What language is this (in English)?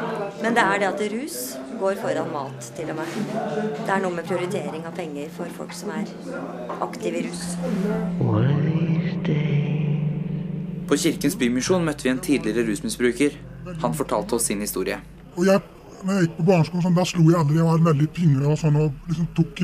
Norwegian